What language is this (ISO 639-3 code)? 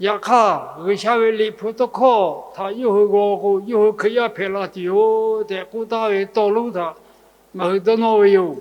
lhu